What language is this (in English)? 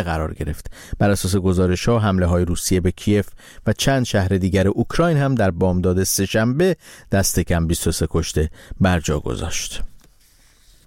Persian